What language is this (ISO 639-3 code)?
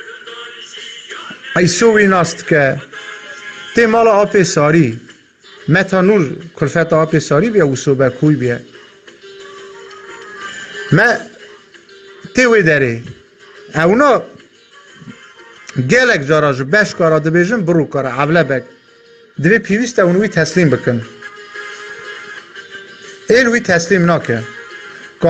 kur